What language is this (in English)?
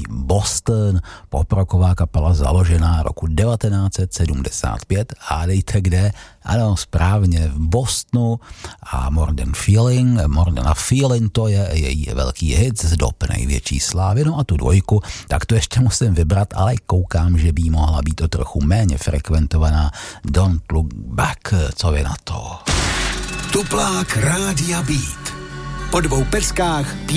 Czech